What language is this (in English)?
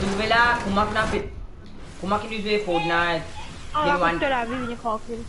Morisyen